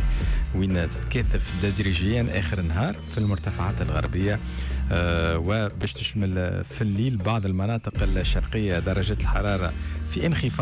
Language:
Tunisian Arabic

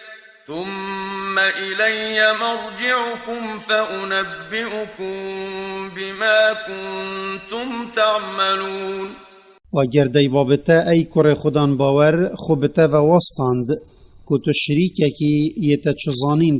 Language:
Kurdish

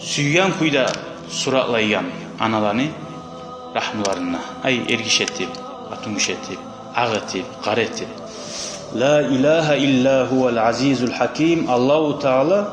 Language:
Kumyk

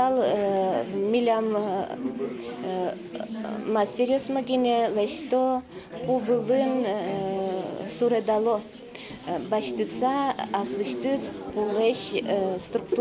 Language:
Udmurt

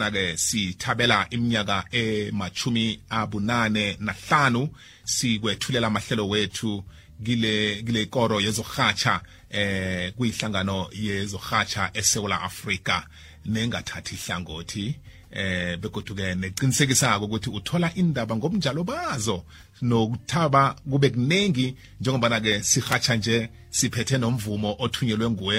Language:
South Ndebele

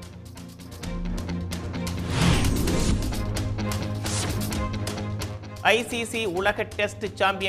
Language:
Tamil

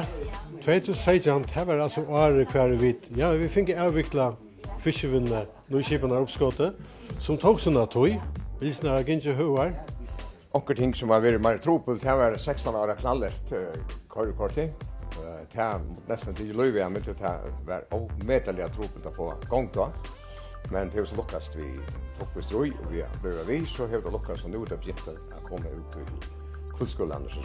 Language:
Faroese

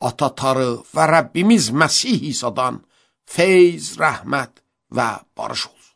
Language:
Azerbaijani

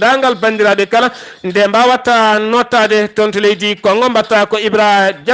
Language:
Fula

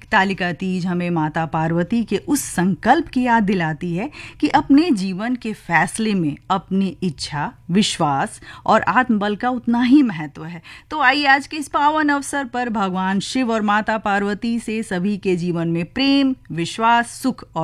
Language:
Hindi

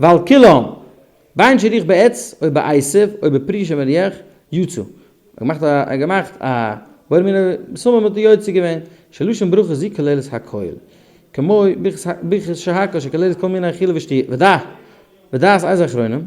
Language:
Yiddish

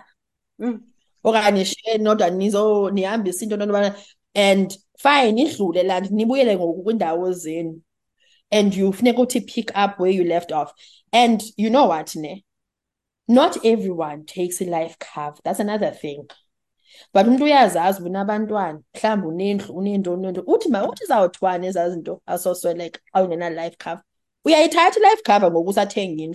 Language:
Xhosa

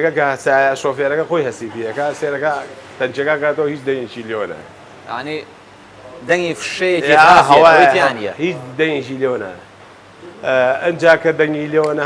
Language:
Central Kurdish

